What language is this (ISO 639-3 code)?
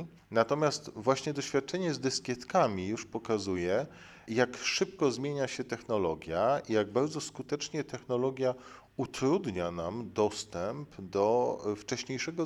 pol